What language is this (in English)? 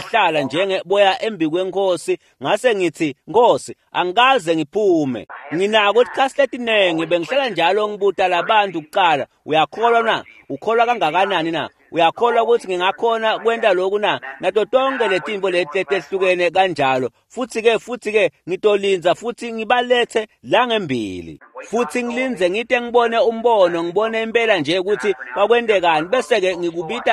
Swati